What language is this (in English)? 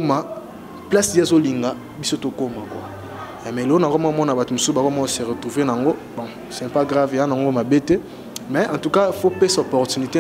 Lingala